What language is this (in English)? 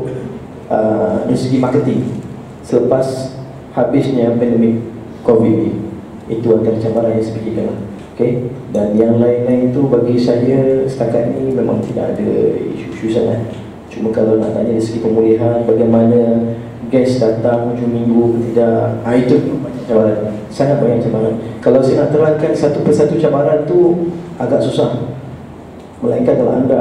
Malay